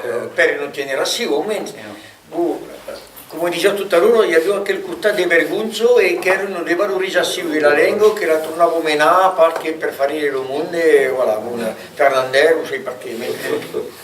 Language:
Occitan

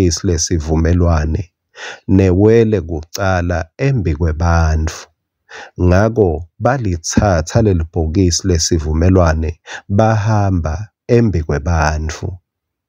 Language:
Swati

